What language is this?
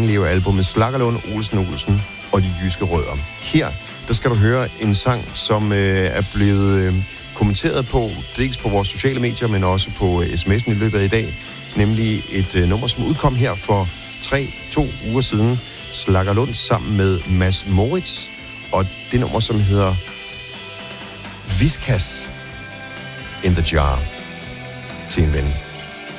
Danish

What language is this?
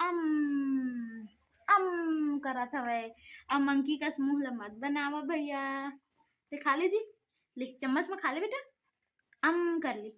Chhattisgarhi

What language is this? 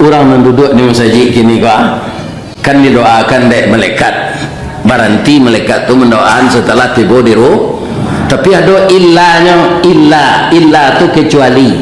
Minangkabau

